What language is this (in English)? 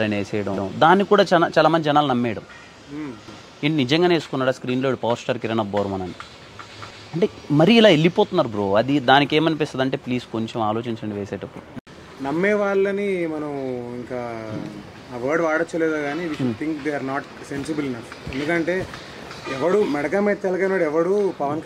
Telugu